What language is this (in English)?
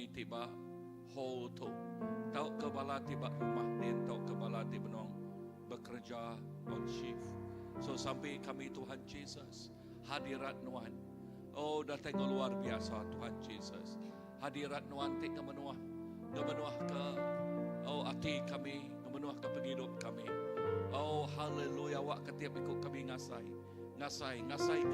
Iban